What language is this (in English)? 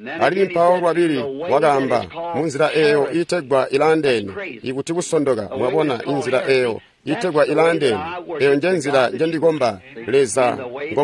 Tonga (Zambia)